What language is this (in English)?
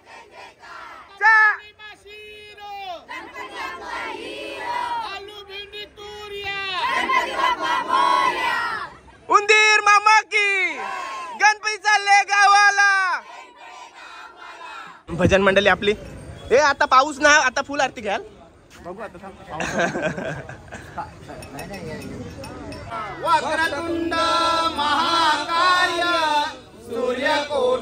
Marathi